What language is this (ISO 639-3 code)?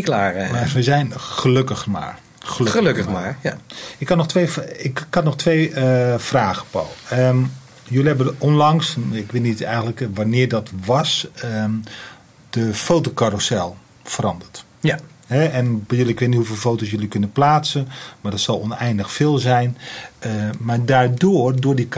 nld